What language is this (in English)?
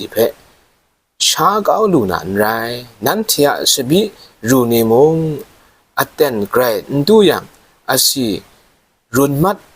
Kachin